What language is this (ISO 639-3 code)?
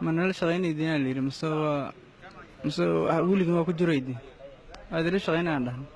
som